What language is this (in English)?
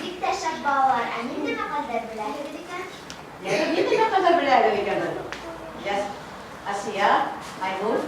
Bashkir